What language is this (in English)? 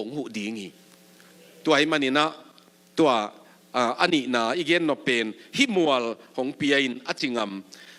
Tedim Chin